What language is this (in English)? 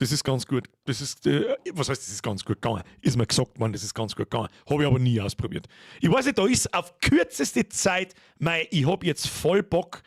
Bavarian